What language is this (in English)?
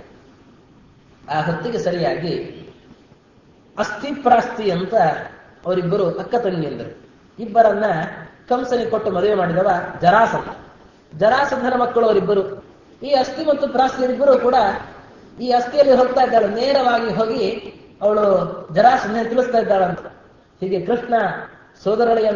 Kannada